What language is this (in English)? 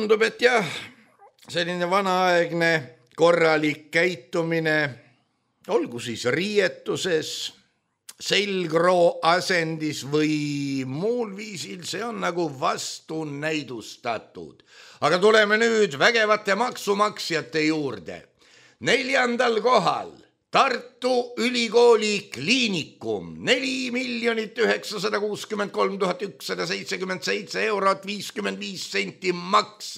Estonian